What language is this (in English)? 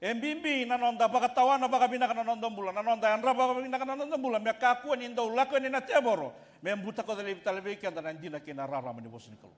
Fijian